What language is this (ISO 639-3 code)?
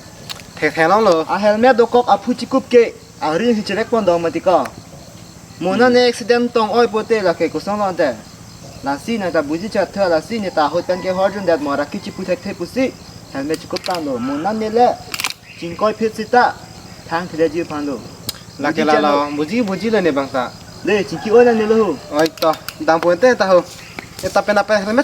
mjw